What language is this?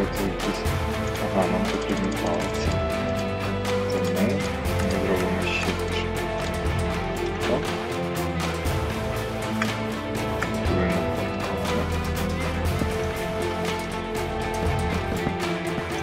Ukrainian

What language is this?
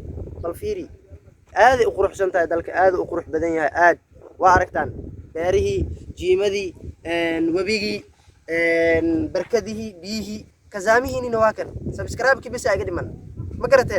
Somali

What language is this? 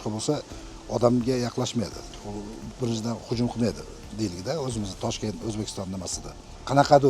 Uzbek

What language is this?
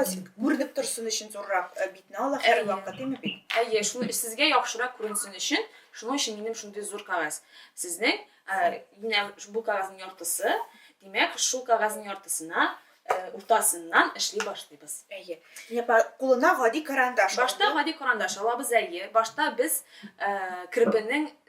Tatar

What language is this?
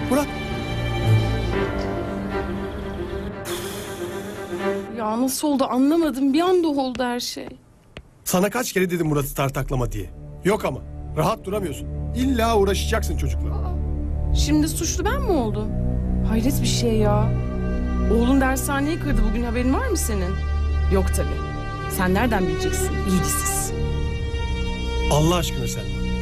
Turkish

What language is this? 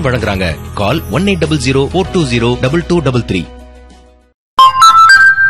Tamil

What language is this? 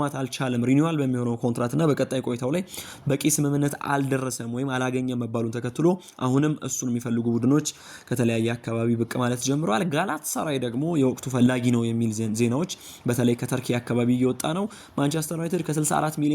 Amharic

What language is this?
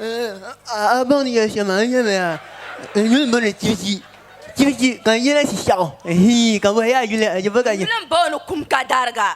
Dagbani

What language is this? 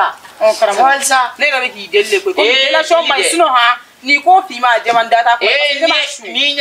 Bambara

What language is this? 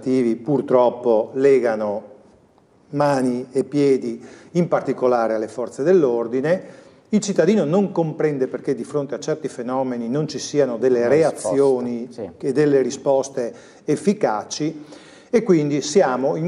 Italian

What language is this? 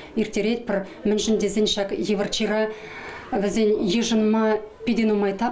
Chuvash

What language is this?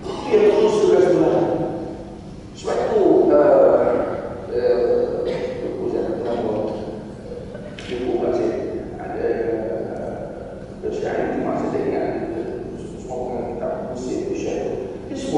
Malay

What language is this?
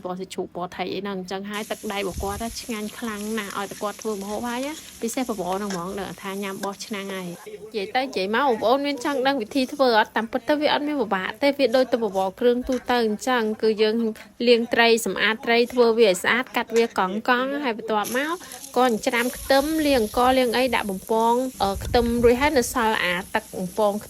Khmer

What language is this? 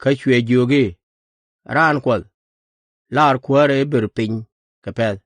Nuer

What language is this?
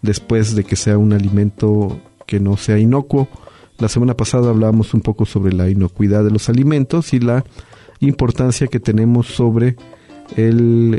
Spanish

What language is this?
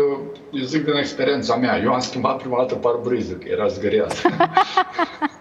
Romanian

